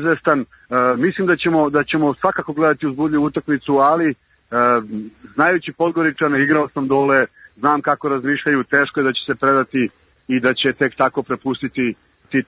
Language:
Serbian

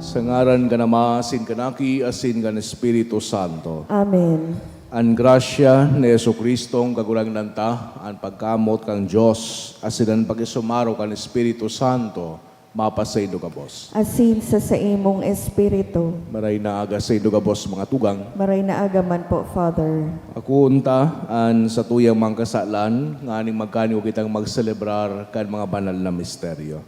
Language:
Bikol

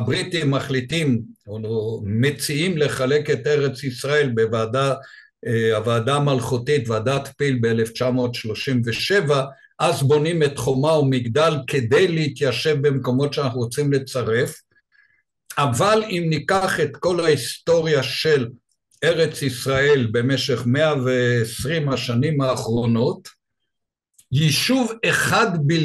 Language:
Hebrew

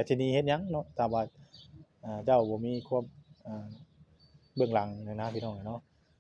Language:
Northeastern Thai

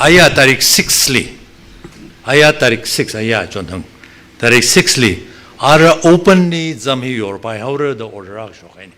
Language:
Tangkhul Naga (India)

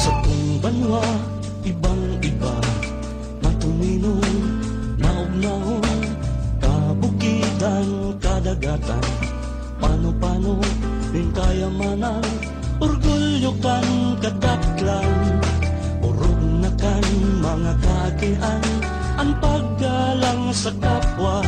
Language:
Bikol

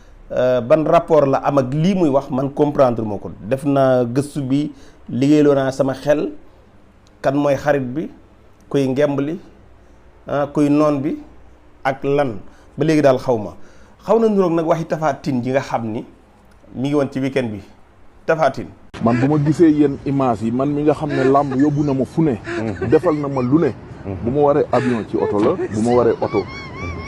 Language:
Wolof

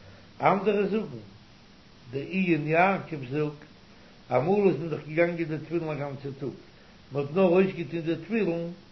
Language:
Yiddish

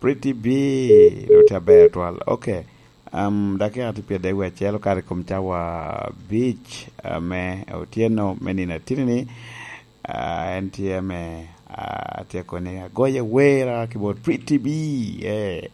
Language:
Lango (Uganda)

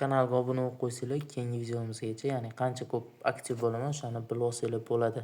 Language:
Uzbek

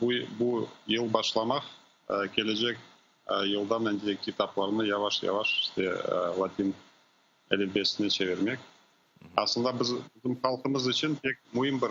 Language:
Crimean Tatar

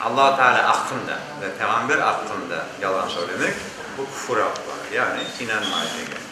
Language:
Crimean Tatar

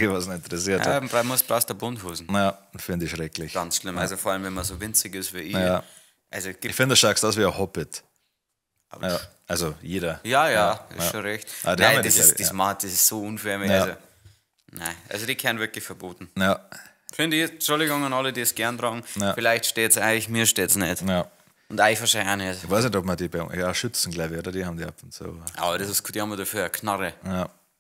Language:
Bavarian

